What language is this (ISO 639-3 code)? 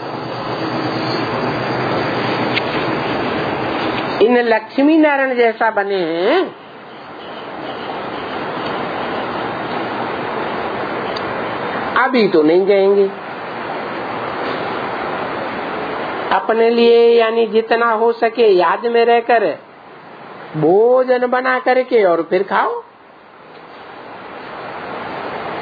hin